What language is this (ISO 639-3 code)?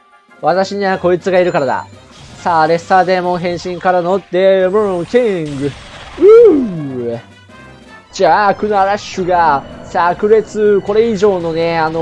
jpn